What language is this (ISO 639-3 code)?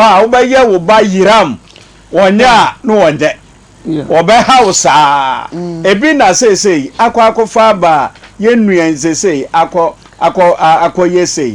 aka